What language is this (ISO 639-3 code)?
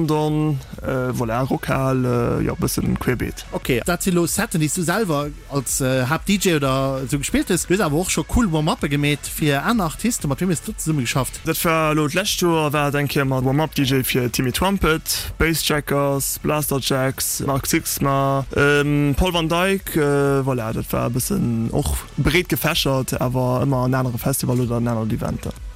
ltz